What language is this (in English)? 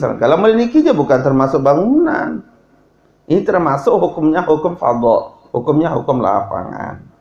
Sasak